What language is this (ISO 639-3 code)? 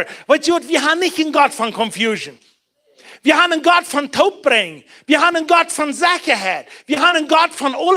pdt